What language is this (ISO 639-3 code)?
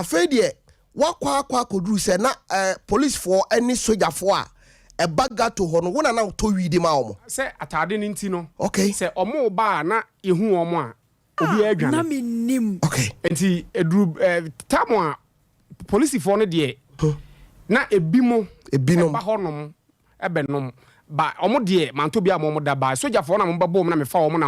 aka